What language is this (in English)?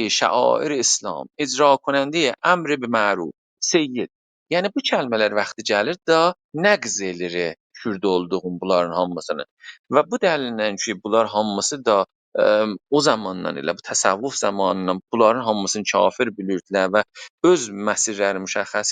South Azerbaijani